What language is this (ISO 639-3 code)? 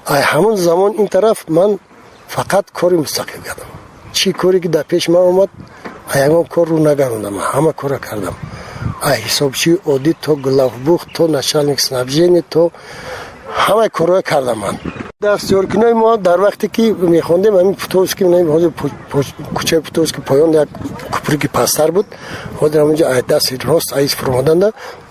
tgk